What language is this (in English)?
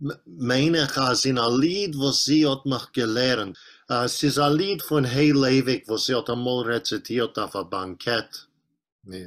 Yiddish